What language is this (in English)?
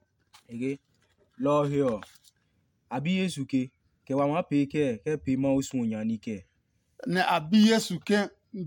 Adangme